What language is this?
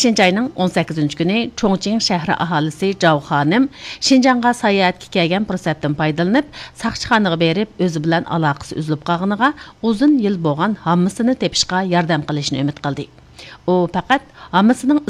Uyghur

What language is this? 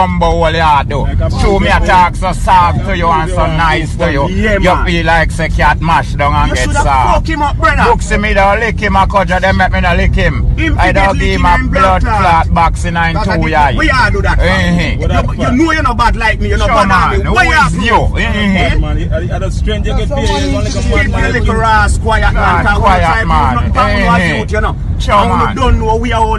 Jamaican Creole English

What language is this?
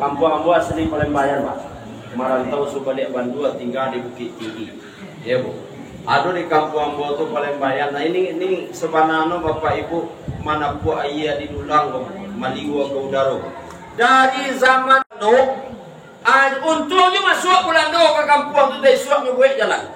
Minangkabau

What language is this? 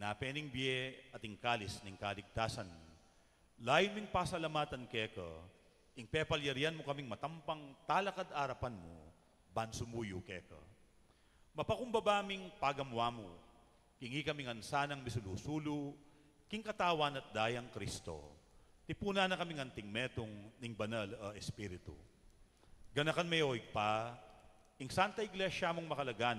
Pampanga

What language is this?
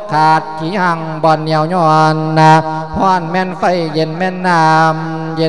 Lao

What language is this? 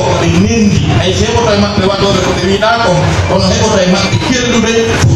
Pular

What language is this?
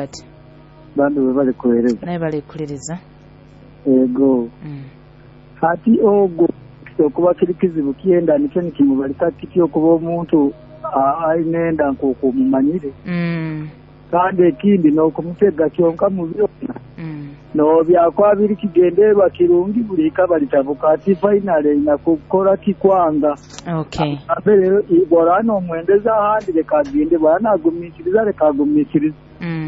Nyoro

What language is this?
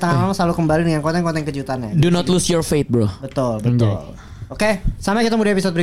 Indonesian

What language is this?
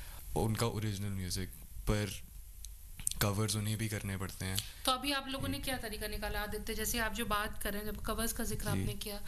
Hindi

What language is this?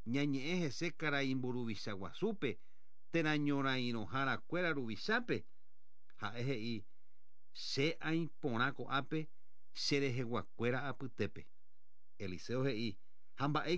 Guarani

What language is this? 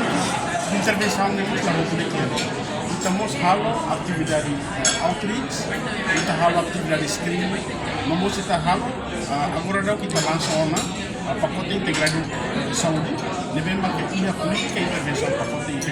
Tetum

